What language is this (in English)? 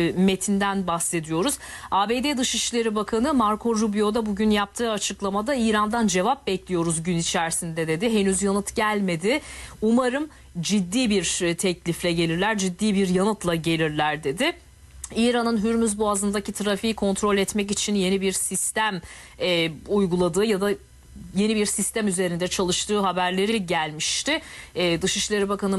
Turkish